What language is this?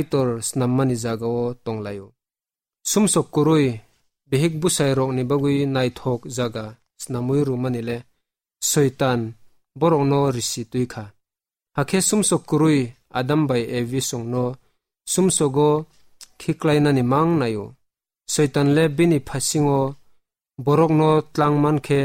Kok Borok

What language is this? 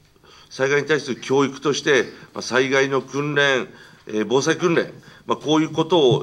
Japanese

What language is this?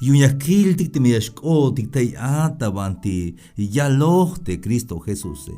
Tzeltal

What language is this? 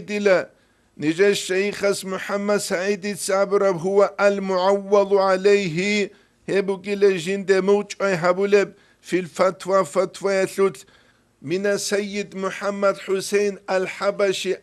Avaric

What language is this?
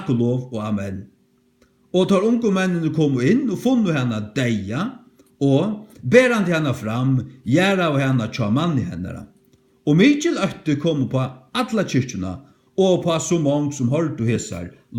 Faroese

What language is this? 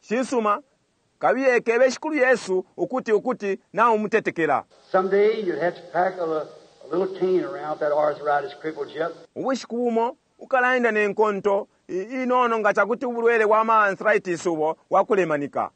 Bemba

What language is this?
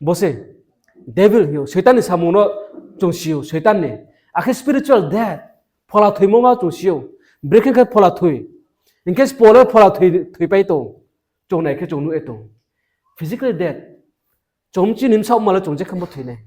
Riang (India)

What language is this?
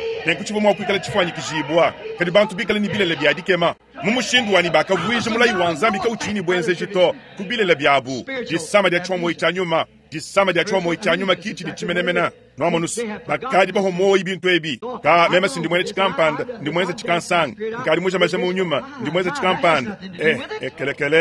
Luba-Lulua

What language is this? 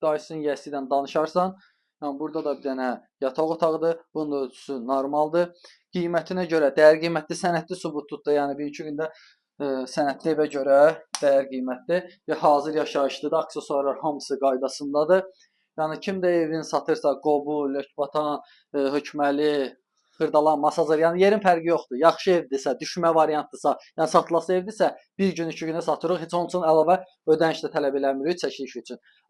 Azerbaijani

